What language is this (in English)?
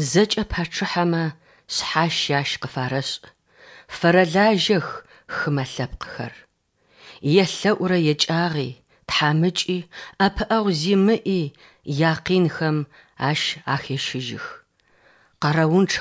Adyghe